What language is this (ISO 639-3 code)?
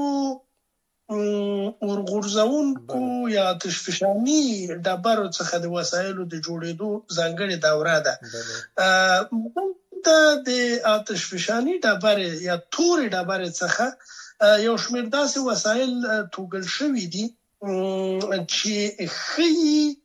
pus